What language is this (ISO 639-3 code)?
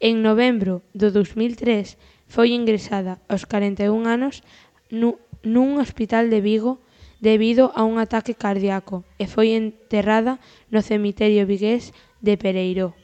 glg